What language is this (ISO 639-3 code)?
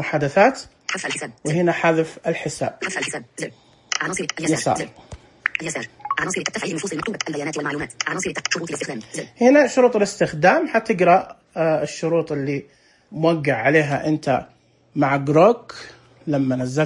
ars